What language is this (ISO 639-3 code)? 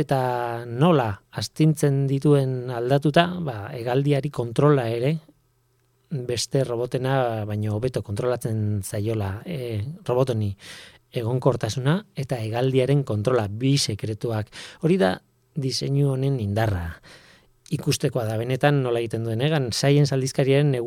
eus